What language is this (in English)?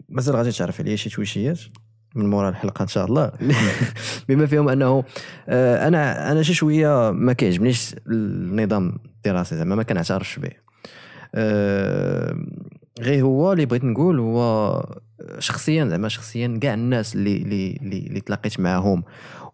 Moroccan Arabic